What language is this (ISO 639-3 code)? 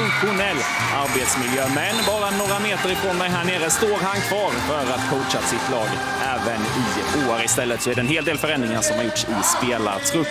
swe